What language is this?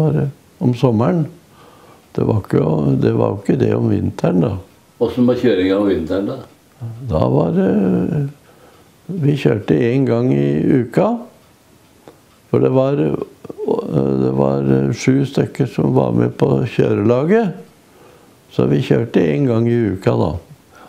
Norwegian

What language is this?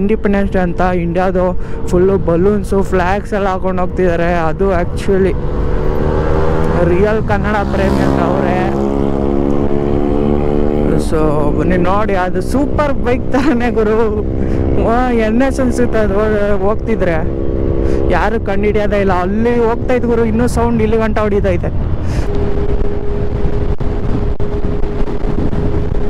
Kannada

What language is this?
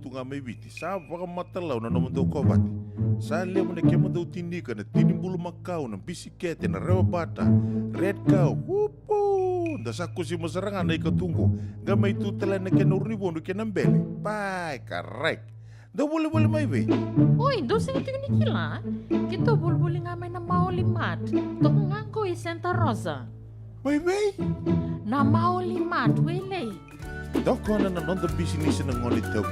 Fijian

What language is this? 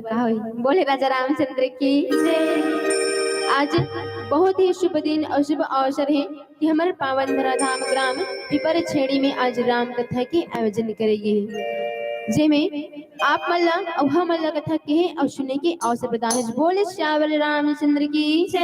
Chhattisgarhi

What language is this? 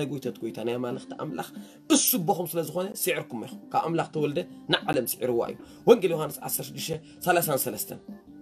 Tigrinya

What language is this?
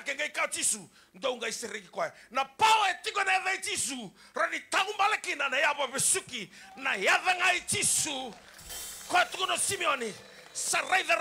Fijian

